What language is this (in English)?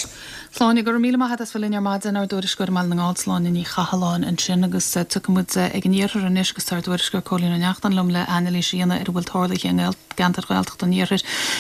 Irish